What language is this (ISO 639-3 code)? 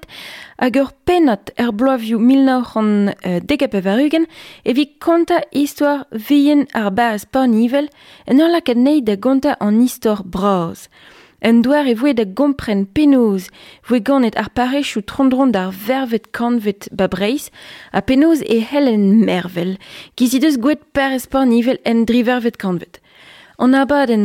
bre